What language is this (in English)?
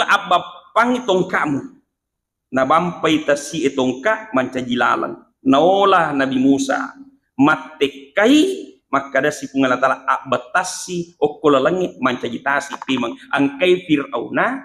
Buginese